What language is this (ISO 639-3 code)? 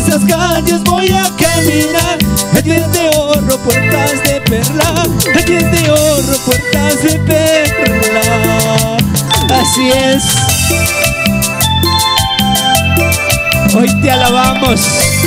spa